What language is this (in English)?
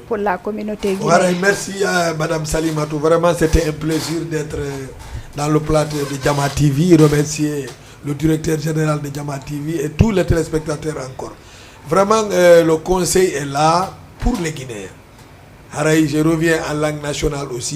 Fula